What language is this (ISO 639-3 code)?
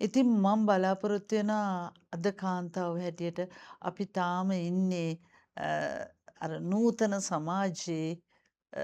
sin